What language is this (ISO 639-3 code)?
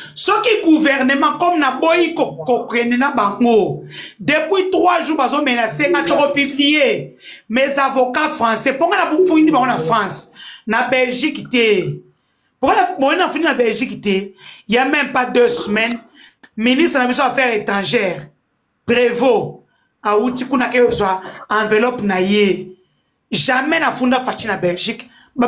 lin